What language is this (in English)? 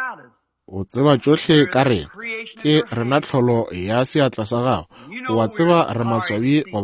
Northern Sotho